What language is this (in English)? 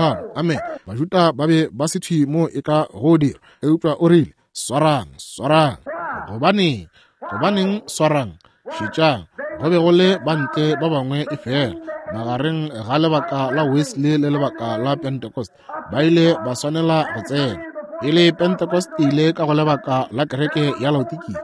Northern Sotho